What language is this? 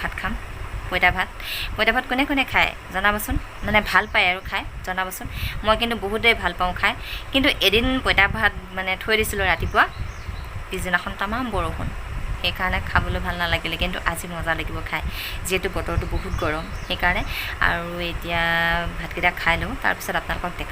Assamese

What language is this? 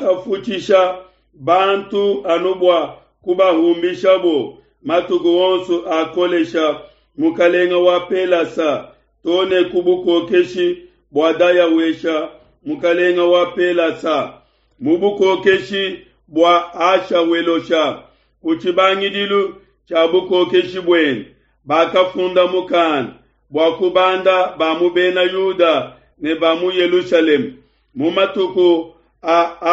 Luba-Lulua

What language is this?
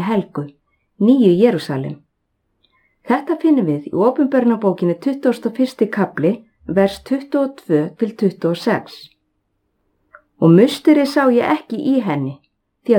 Icelandic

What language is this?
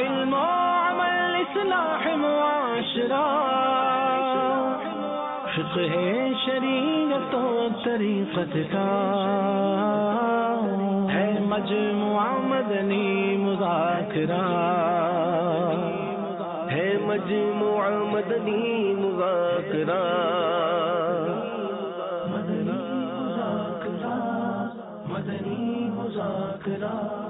Urdu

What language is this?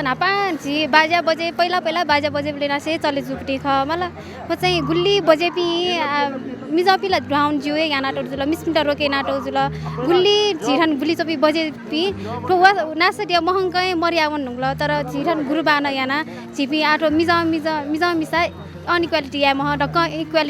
Newari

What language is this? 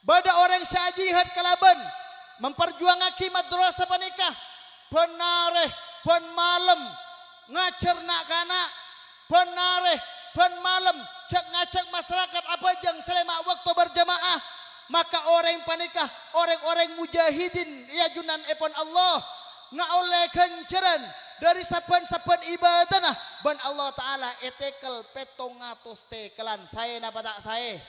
Madurese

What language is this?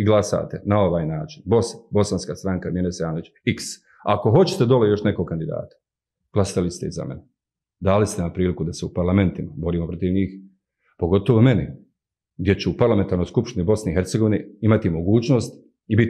Bosnian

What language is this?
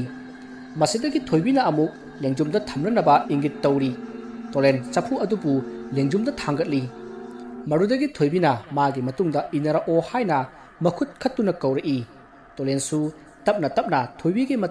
Manipuri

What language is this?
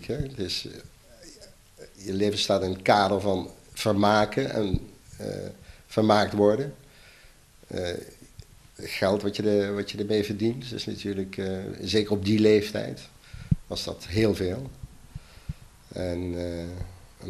Dutch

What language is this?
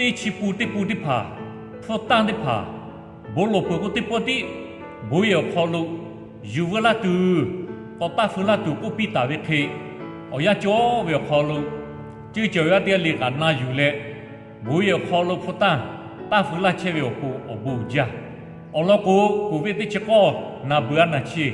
Lahu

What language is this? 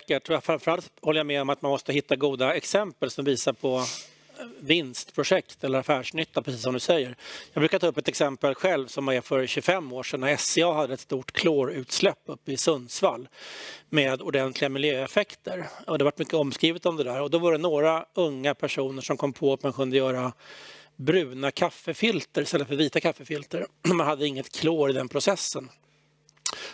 Swedish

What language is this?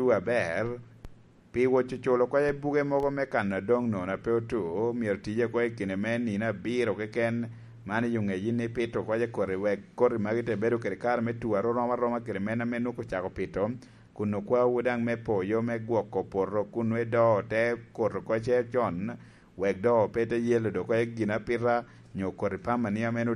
Lango (Uganda)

